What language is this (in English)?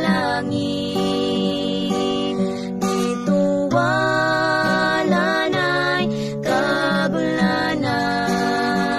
Cebuano